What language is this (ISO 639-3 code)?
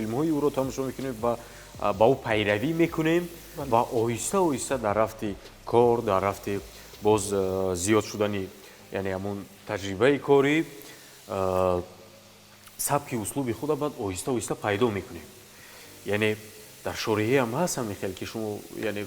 tgk